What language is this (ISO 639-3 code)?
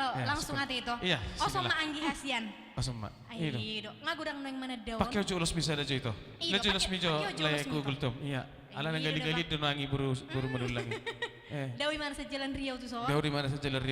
bbc